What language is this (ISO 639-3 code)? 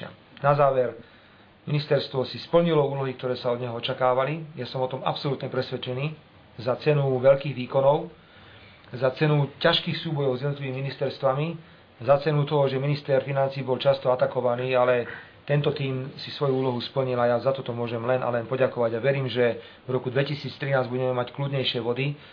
slk